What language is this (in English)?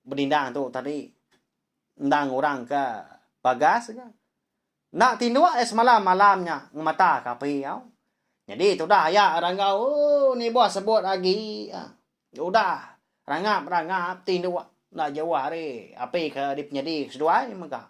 Iban